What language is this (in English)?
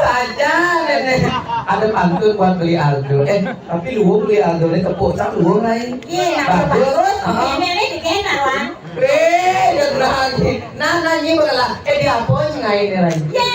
Balinese